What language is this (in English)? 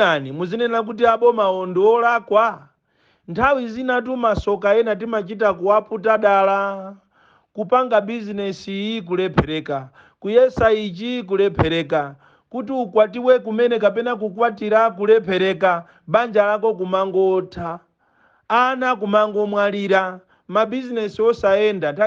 Nyanja